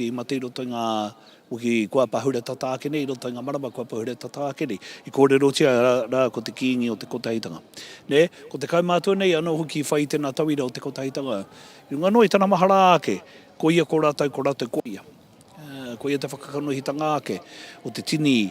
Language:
Māori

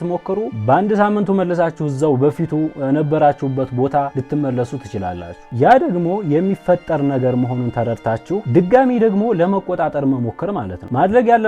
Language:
Amharic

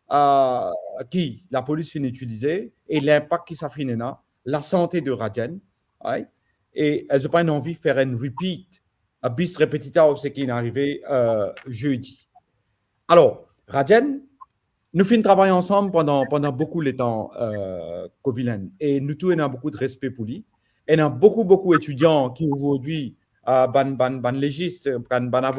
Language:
Morisyen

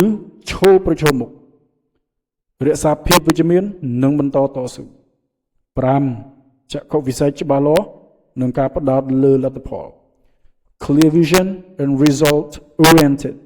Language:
Khmer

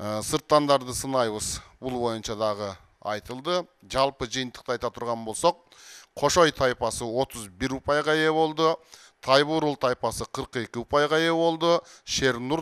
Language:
Kyrgyz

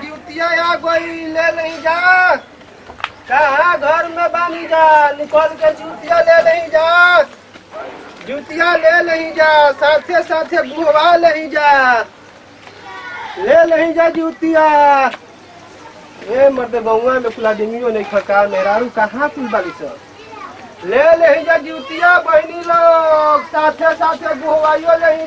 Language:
Bhojpuri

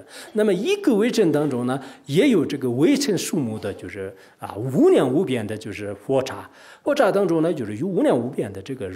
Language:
Chinese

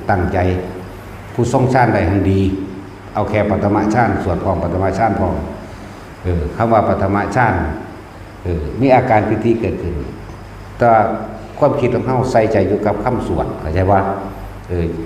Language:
Northeastern Thai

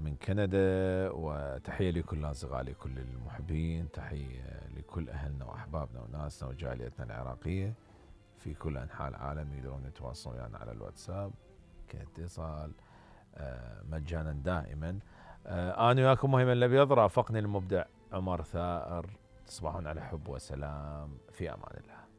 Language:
Mesopotamian Arabic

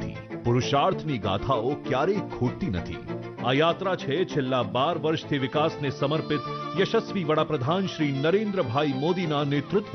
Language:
Gujarati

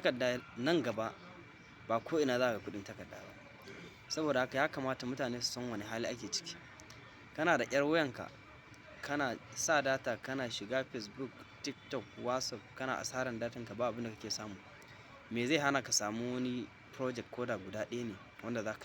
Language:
Hausa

